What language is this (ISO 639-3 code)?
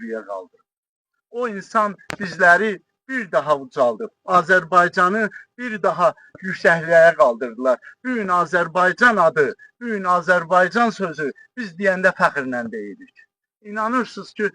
aze